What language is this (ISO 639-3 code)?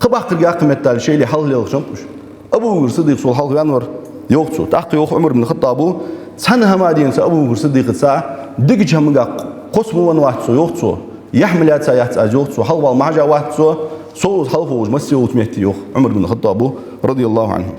inh